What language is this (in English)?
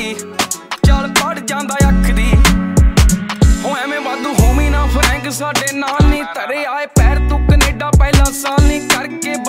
Punjabi